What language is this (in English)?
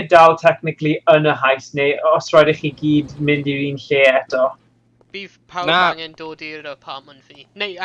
Welsh